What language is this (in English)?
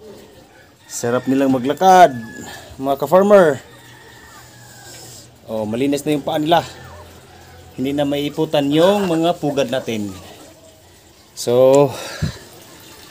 Filipino